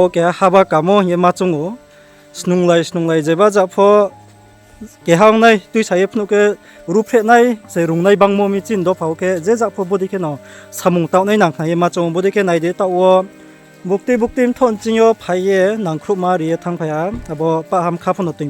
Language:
Riang (India)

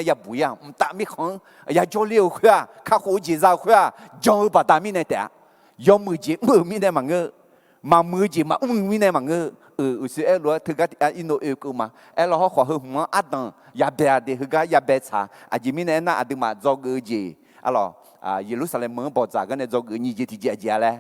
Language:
Akha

